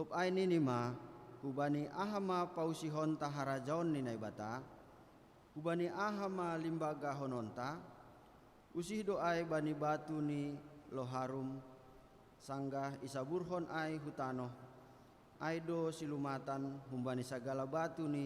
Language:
Batak Simalungun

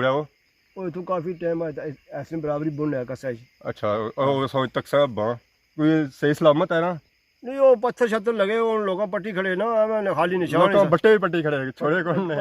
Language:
Pahari-Potwari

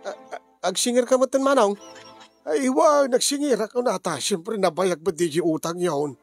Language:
Iloko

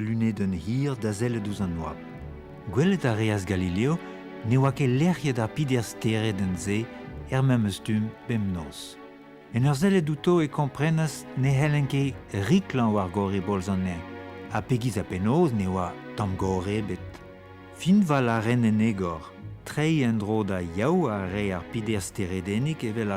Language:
Breton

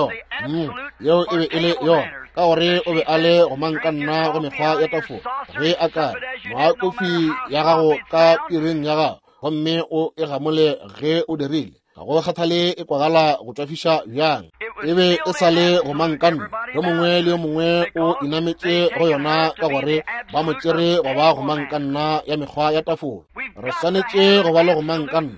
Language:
Northern Sotho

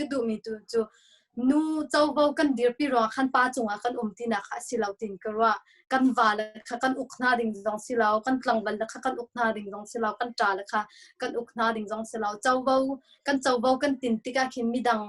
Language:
Hakha Chin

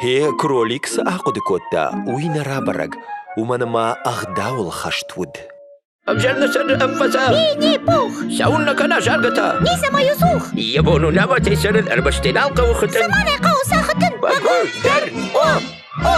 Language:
Ossetic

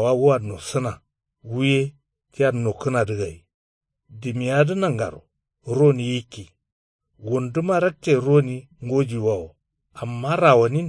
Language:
Kanuri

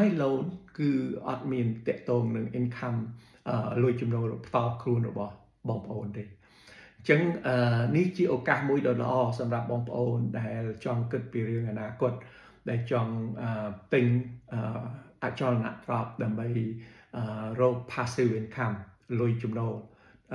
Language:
Khmer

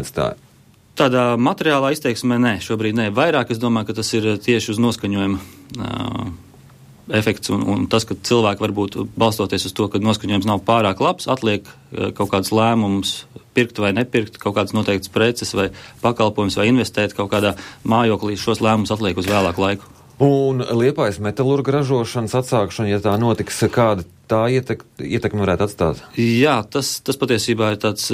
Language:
Latvian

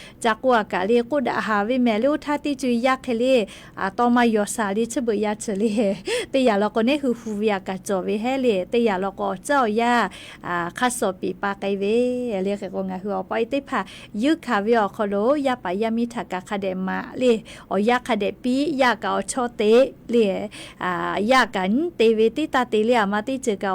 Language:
Lahu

